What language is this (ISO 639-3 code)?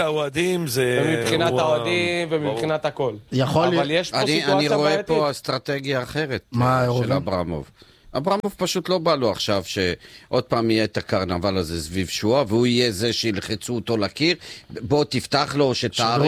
heb